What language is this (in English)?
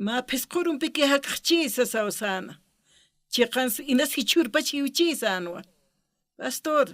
Aymara